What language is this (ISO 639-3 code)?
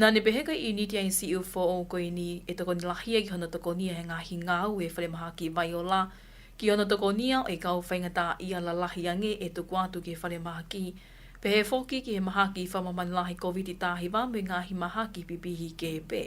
ton